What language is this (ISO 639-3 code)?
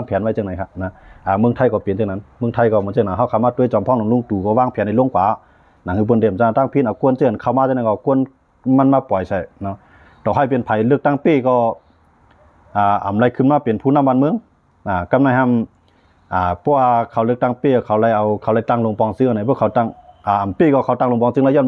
shn